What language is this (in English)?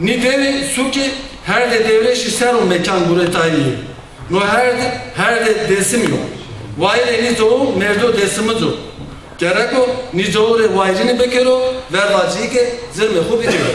Zaza